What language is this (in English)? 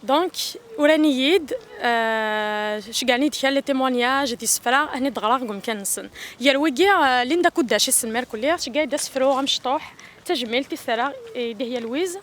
Kabyle